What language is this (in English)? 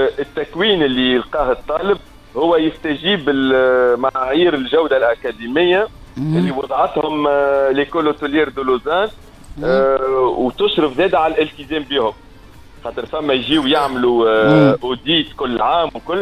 Tunisian Arabic